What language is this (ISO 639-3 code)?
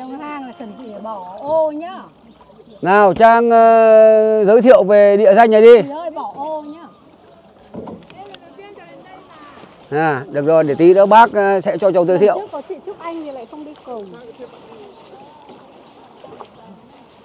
vie